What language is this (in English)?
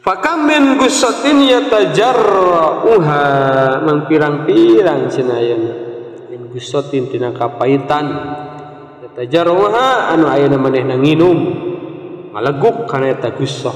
Sundanese